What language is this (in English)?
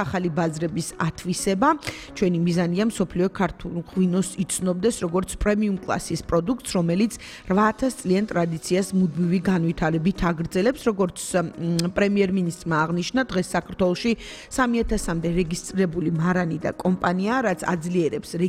Georgian